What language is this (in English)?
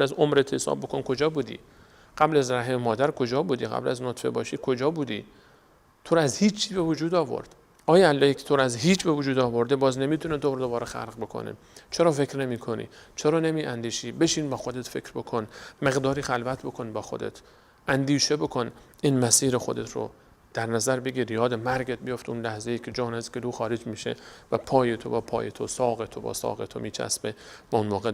Persian